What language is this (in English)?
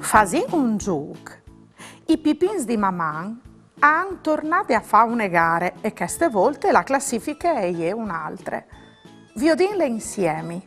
Friulian